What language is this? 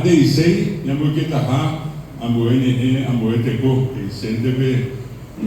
Guarani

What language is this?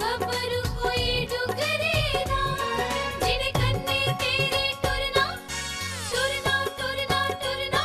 Dogri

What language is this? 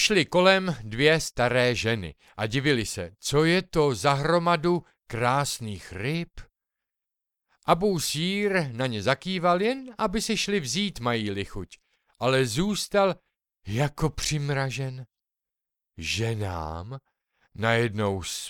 Czech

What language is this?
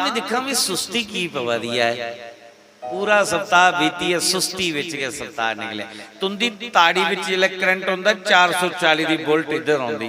Dogri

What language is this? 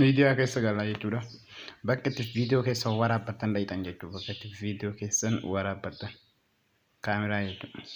Oromo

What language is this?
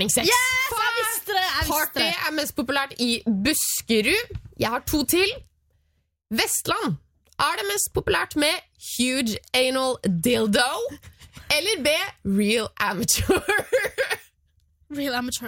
Norwegian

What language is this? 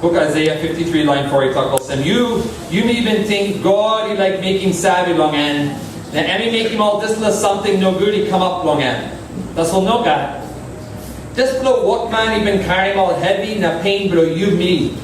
Tok Pisin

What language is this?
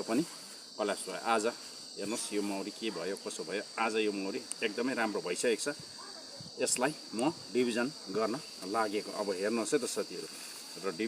Nepali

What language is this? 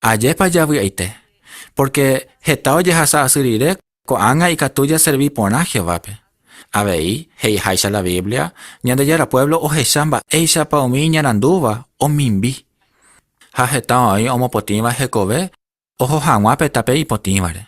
Guarani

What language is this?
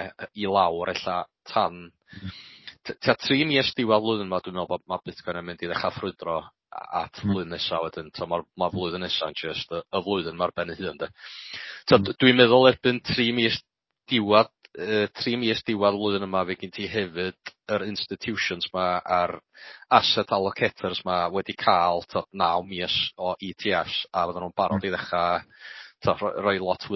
Welsh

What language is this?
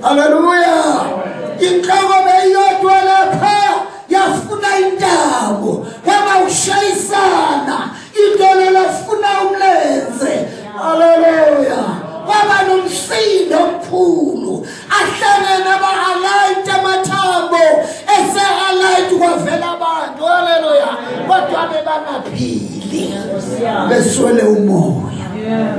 Zulu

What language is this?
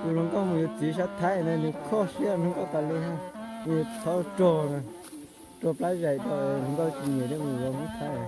Hmong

